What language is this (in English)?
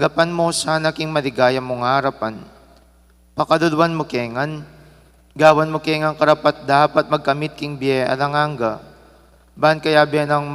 Pampanga